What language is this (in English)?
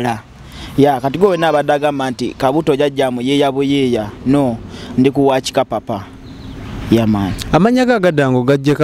Ganda